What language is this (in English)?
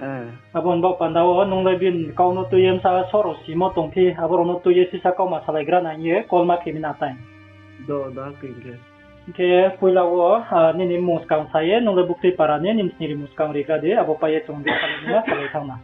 Riang (India)